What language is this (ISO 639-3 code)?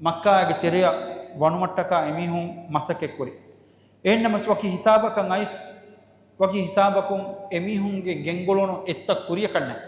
div